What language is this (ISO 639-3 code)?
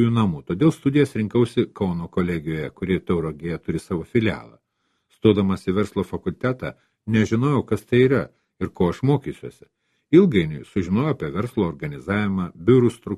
lit